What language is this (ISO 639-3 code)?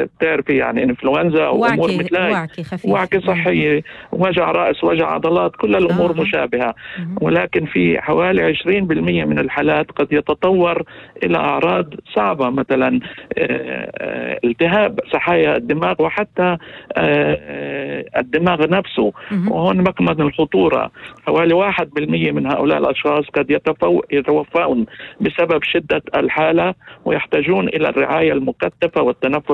apc